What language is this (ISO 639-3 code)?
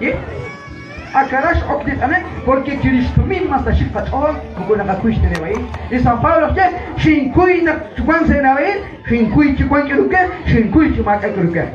kek